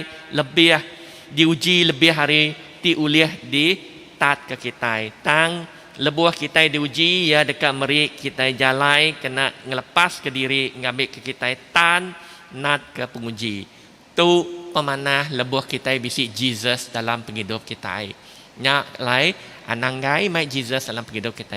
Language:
Iban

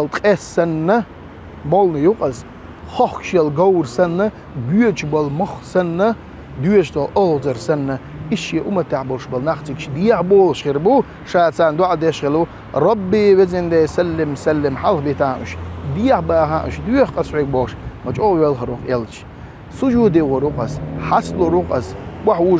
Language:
Chechen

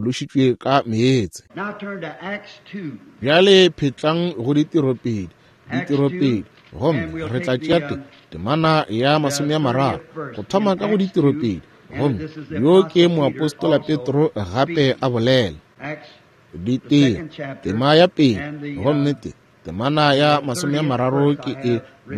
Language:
Northern Sotho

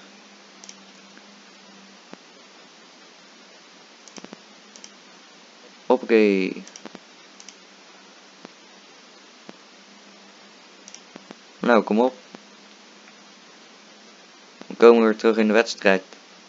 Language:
Dutch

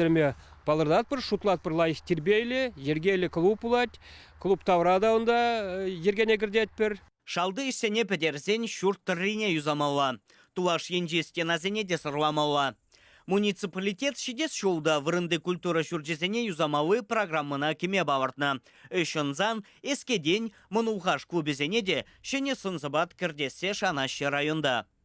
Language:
Chuvash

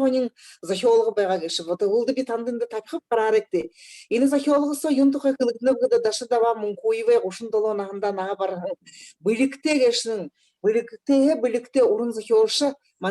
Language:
Buriat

